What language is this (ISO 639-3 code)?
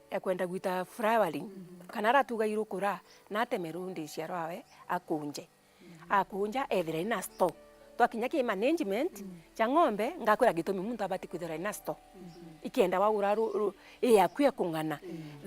mer